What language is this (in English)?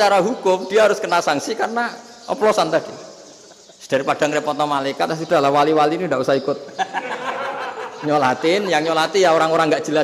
Indonesian